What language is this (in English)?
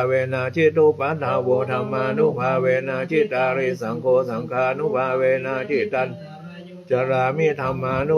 Pali